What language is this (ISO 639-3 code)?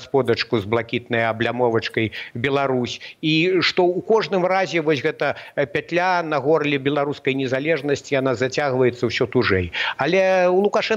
bel